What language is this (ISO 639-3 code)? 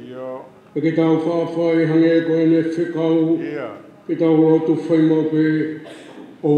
ton